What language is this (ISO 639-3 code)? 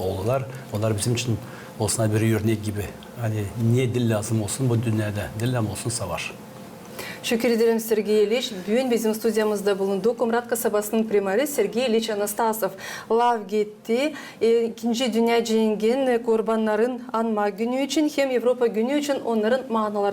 gag